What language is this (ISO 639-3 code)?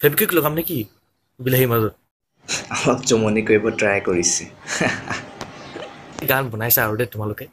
asm